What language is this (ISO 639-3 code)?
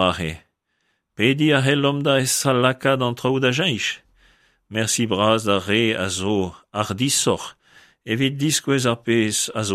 bre